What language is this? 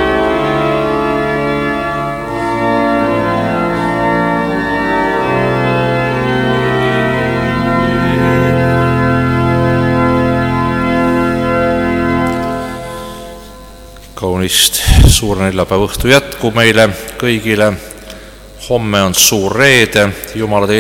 Estonian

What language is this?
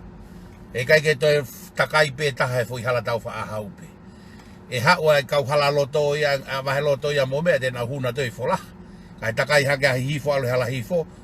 Tongan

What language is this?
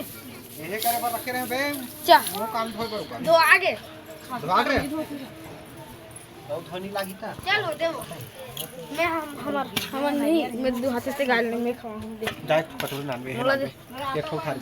Chhattisgarhi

